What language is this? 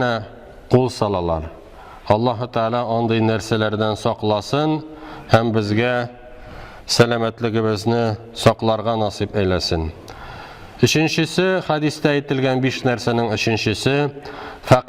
Tatar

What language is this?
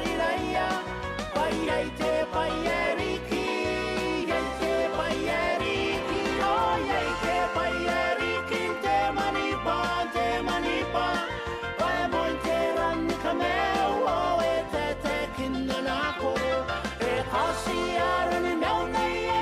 Gilbertese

